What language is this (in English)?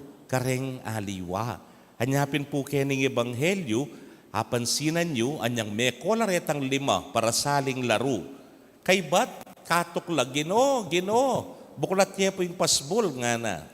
Pampanga